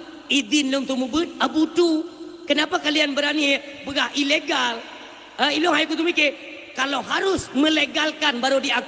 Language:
Achinese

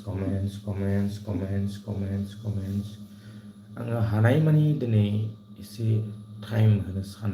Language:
Bodo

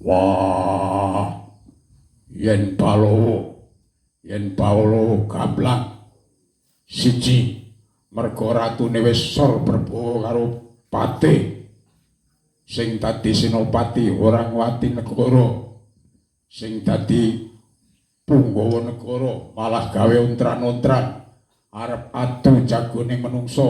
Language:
Javanese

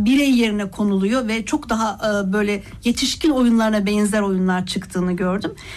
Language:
Turkish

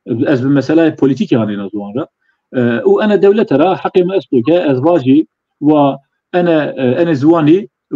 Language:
Zaza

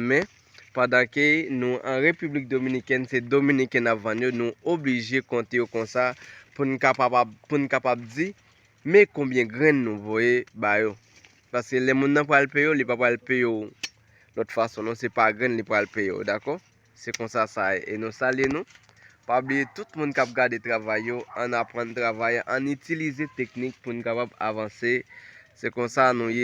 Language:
Haitian Creole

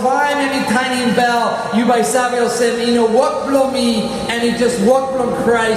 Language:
Tok Pisin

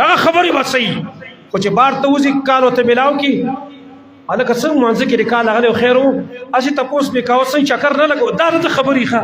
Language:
Pashto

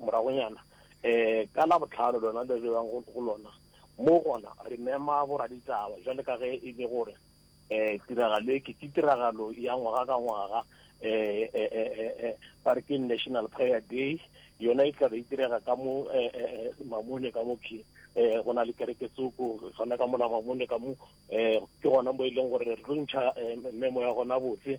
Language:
Northern Sotho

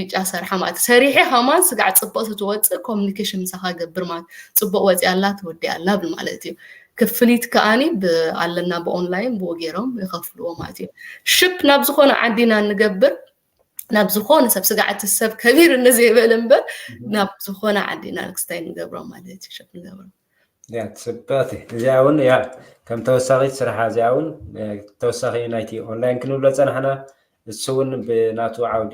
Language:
Tigrinya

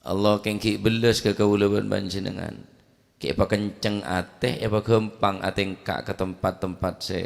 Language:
Madurese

